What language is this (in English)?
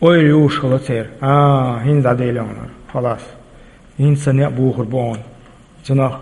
Chechen